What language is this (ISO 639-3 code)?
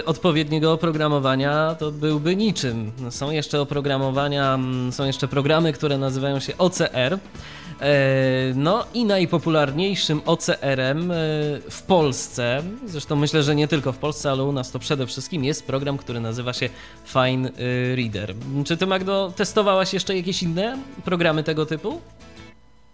pol